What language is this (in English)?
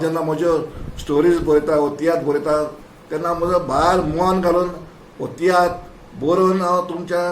Konkani